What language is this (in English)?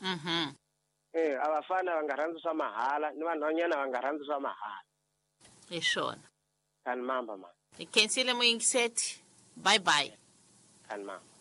Tsonga